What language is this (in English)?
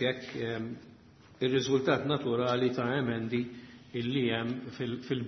Maltese